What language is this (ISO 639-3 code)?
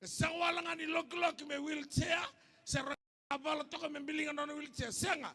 fij